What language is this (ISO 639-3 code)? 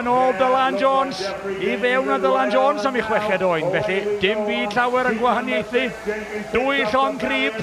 cym